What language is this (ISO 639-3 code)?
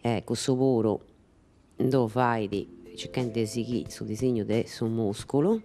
srd